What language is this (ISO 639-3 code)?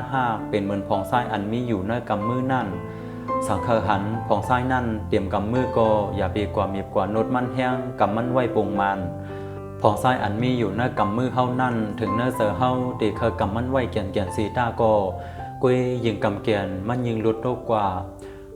shn